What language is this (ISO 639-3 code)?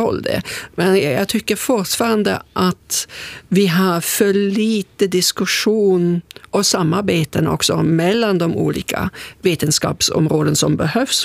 swe